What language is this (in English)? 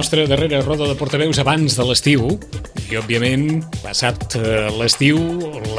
Catalan